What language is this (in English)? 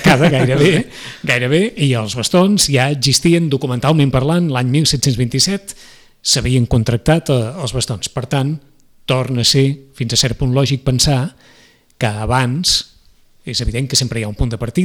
Catalan